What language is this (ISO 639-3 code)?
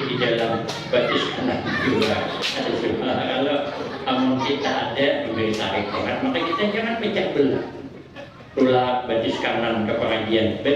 bjn